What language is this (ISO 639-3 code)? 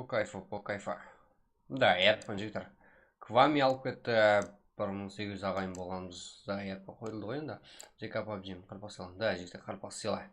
kaa